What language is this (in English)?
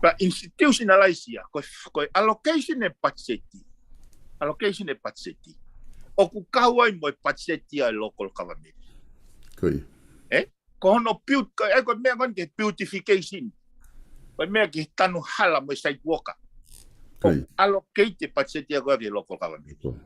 Tongan